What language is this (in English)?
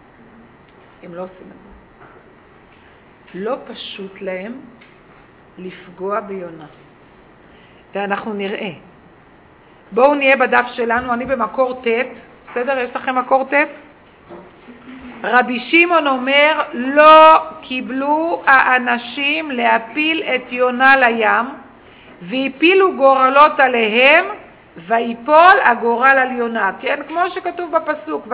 Hebrew